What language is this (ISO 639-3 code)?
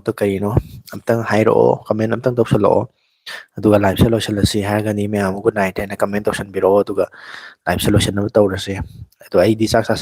mni